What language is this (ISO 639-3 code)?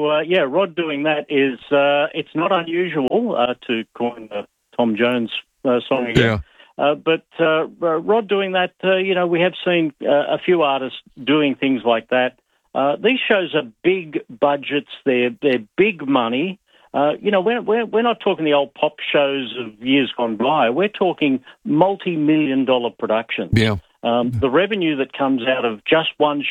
eng